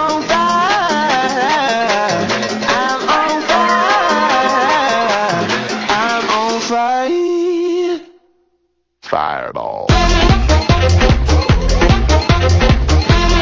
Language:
Spanish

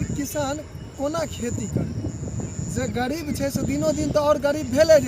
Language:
Maithili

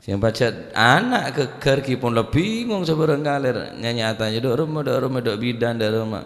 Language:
Madurese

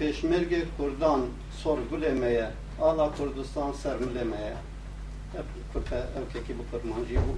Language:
Kurdish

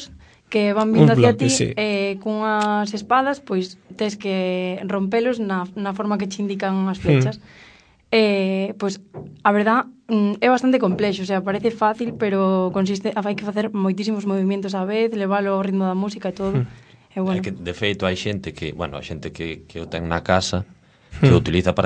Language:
Galician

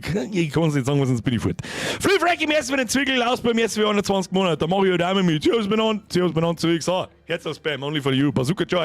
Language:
Bavarian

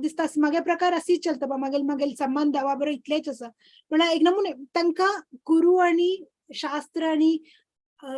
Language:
Konkani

